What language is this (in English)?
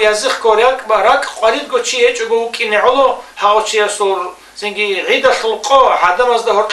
Avaric